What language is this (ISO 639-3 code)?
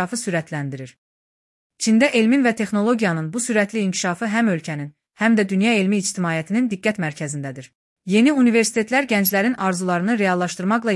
aze